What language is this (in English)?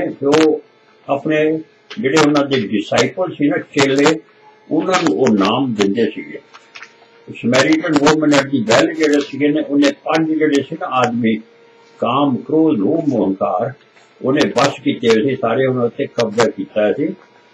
Punjabi